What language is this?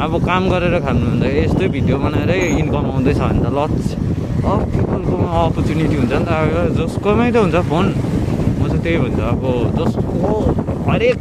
Nepali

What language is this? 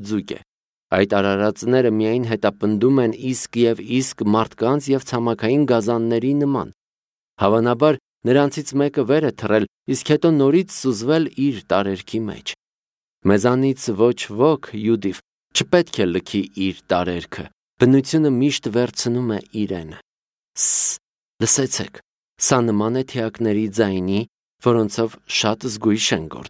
Armenian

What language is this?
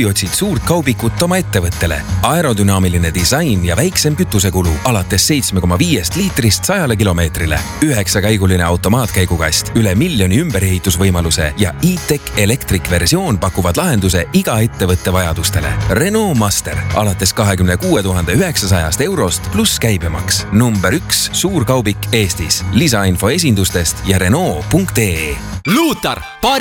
Estonian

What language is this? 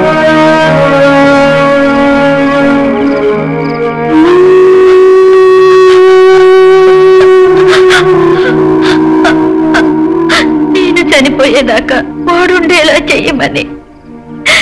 Telugu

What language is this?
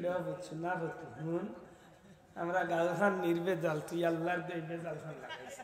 Sylheti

